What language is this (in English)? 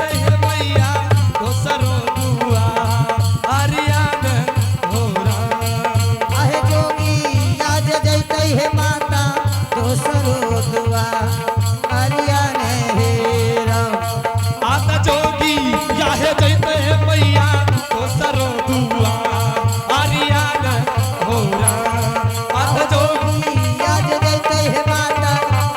Angika